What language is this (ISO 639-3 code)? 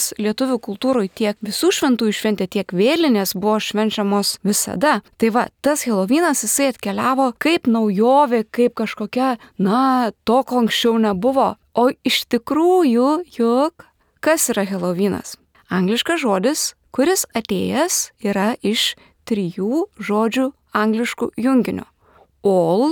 lit